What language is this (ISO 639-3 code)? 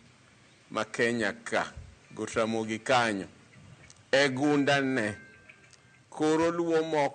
luo